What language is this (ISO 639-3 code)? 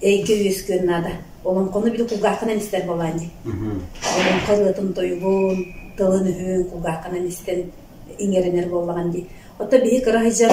sah